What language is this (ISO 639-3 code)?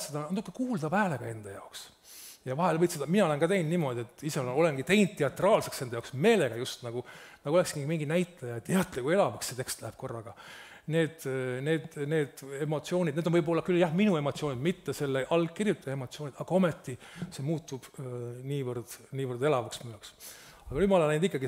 est